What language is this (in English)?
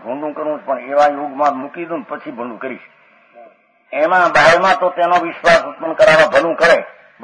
Gujarati